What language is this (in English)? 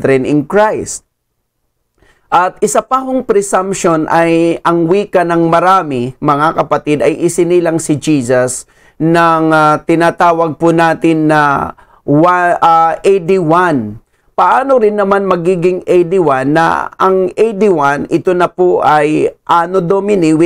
Filipino